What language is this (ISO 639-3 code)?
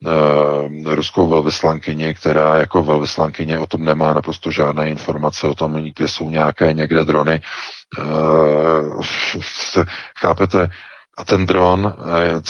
ces